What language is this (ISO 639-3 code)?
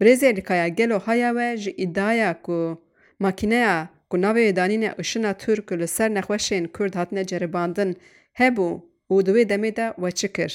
kur